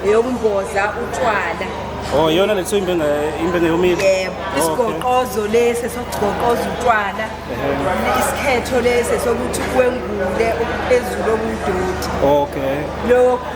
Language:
Zulu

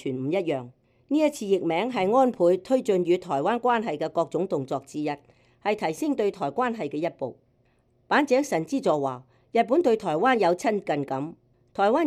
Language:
Cantonese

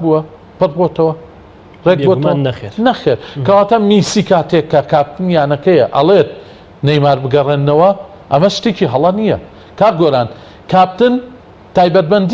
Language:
Central Kurdish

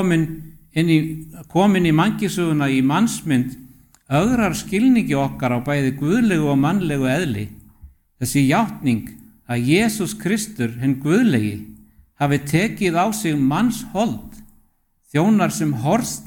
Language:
Icelandic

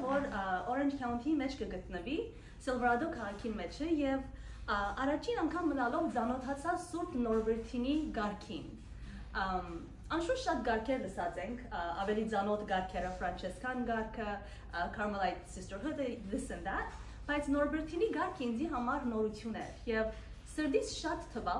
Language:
Western Armenian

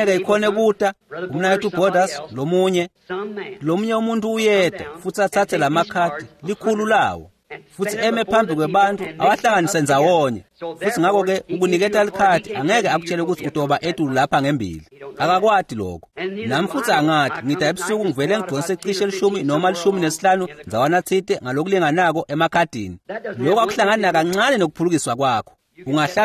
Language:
Swati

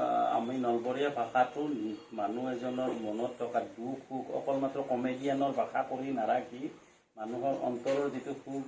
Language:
Assamese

